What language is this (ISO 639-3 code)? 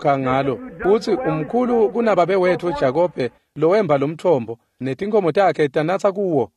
ssw